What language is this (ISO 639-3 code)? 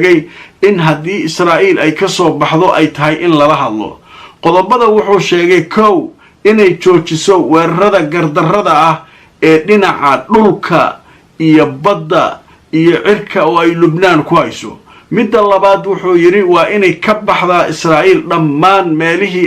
som